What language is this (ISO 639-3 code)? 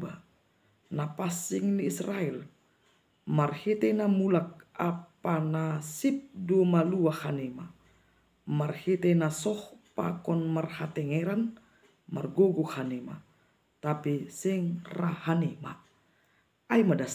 bts